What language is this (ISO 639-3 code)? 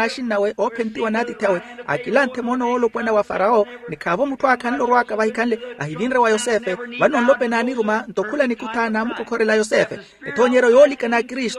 vmw